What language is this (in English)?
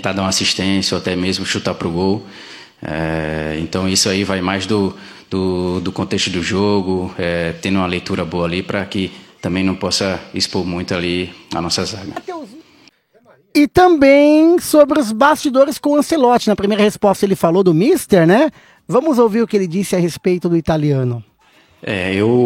Portuguese